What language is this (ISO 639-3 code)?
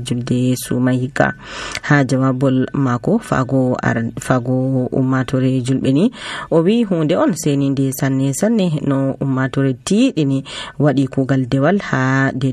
fuv